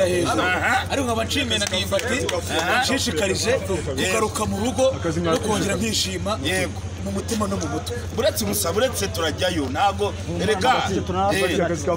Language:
Kinyarwanda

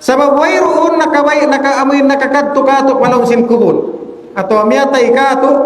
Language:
Tausug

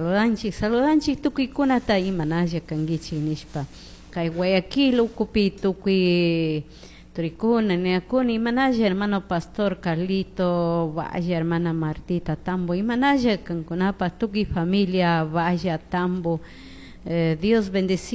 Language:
Chimborazo Highland Quichua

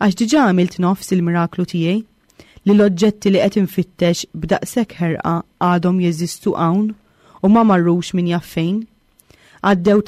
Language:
Maltese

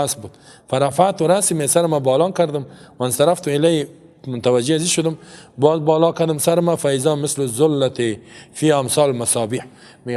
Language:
Persian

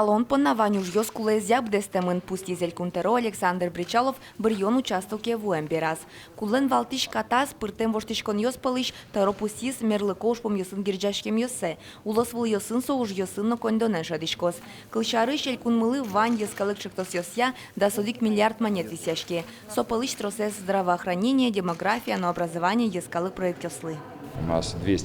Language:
Udmurt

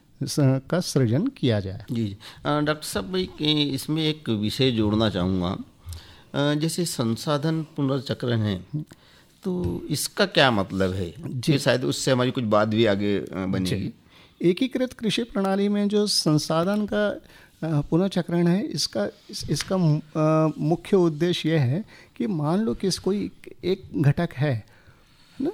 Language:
Hindi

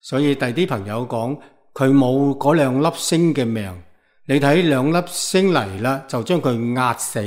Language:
Cantonese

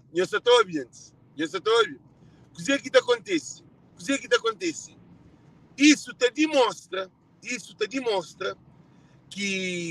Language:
Kabuverdianu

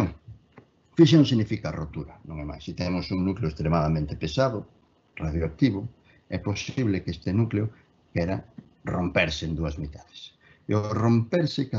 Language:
Galician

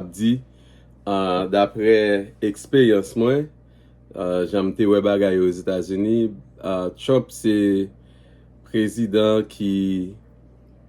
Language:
Haitian Creole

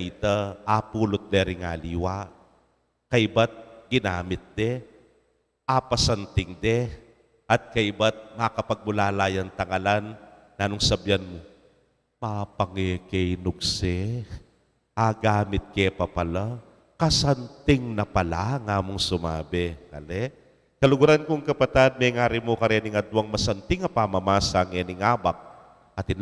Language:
Pampanga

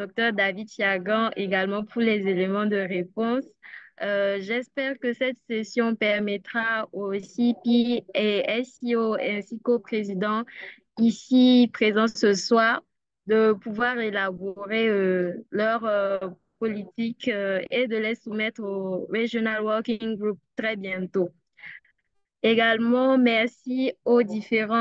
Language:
French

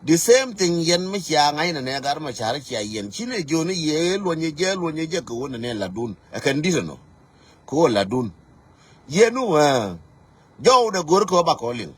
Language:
Nuer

